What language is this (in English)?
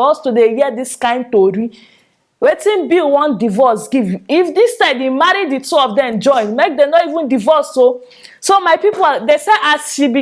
Nigerian Pidgin